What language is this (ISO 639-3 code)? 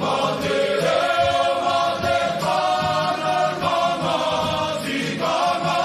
mri